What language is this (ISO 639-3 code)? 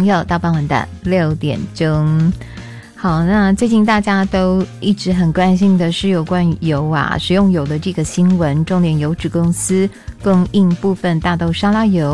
zho